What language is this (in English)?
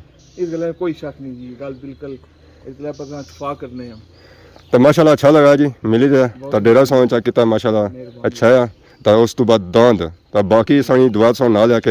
Pahari-Potwari